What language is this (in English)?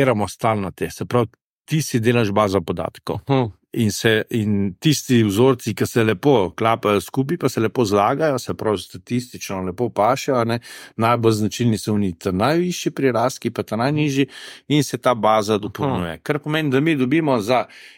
Slovenian